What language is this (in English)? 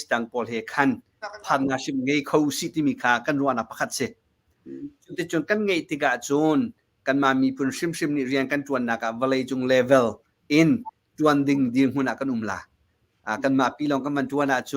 Hakha Chin